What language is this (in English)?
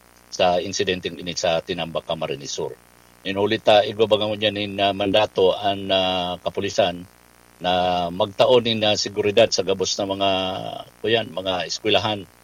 Bikol